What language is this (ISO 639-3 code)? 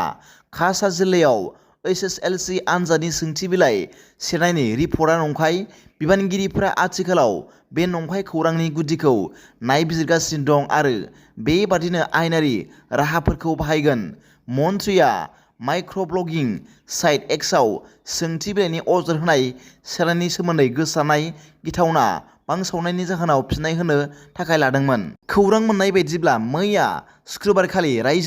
brx